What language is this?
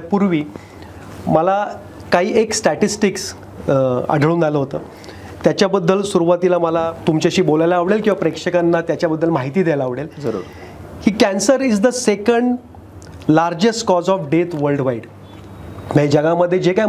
Marathi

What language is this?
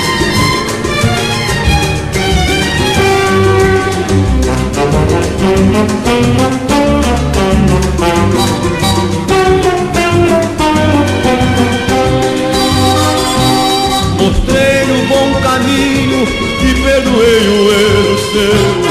Portuguese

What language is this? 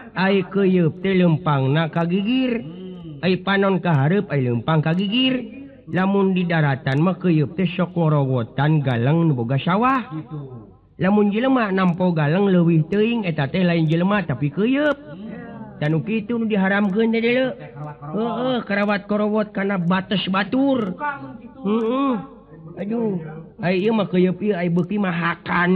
Sundanese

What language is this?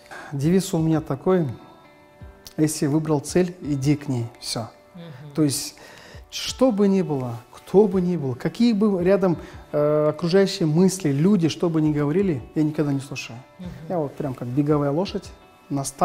Russian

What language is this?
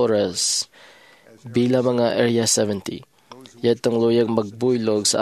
Hiligaynon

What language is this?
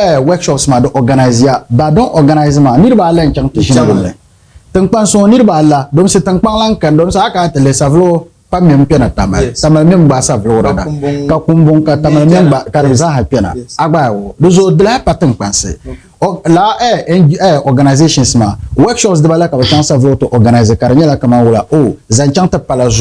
Dagbani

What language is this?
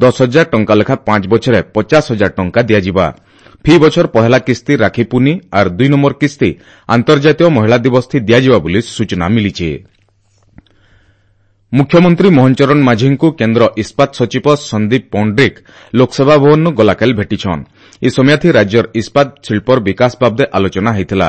Odia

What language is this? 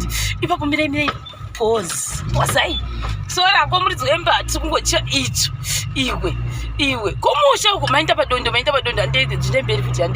Shona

